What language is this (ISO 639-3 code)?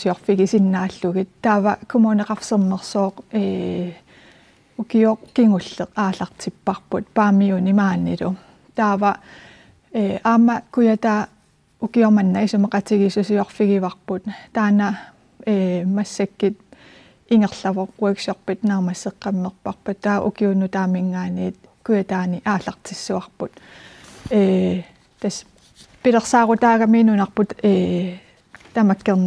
kal